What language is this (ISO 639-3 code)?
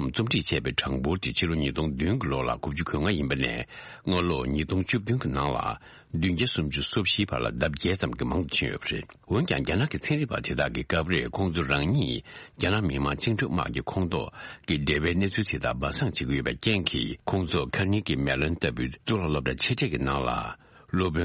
bod